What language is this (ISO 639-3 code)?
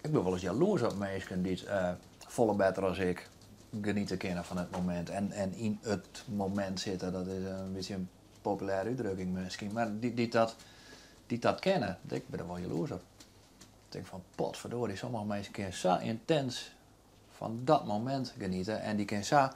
fry